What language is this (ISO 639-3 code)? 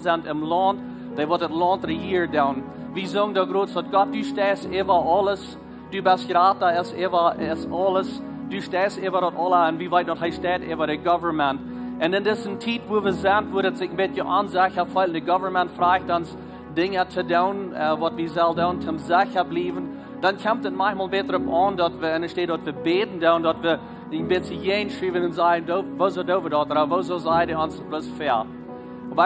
pdt